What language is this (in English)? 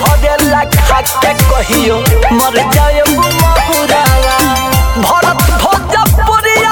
Bhojpuri